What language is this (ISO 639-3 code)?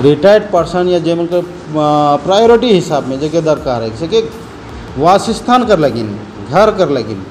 sck